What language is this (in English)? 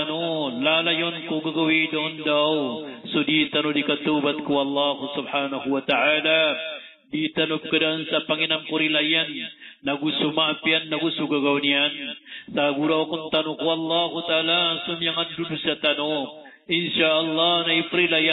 Maranao